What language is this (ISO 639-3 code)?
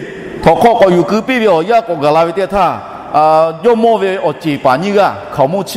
lhu